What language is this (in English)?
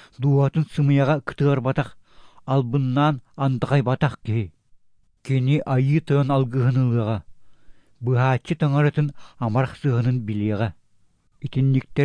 Yakut